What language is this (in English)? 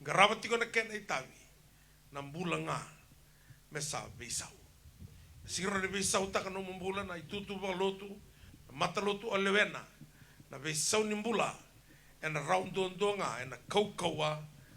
Fijian